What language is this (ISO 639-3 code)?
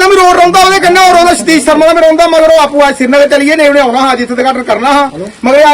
doi